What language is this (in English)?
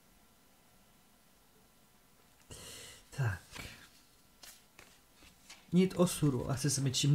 Czech